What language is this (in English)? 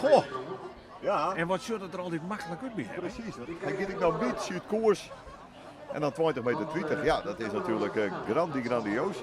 Western Frisian